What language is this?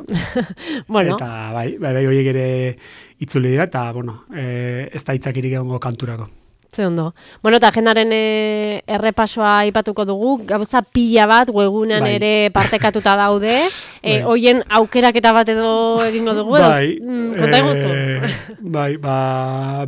Basque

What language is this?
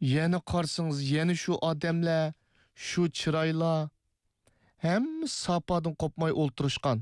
Uyghur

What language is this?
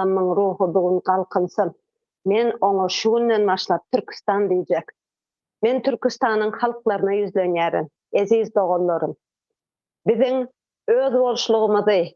Turkmen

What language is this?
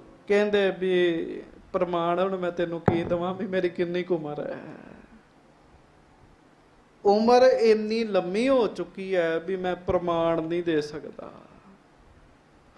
Punjabi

